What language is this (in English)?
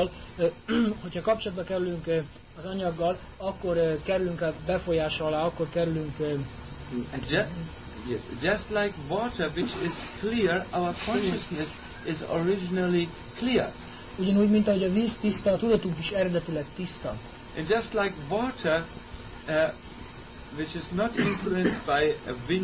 Hungarian